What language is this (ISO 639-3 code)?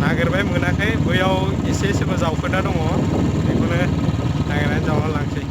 brx